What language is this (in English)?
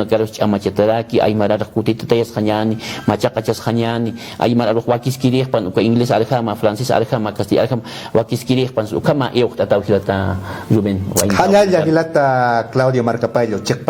Aymara